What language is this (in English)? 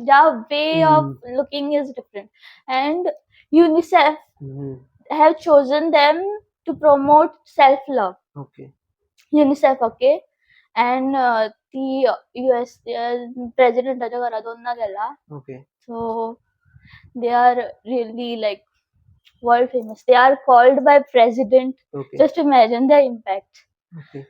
Konkani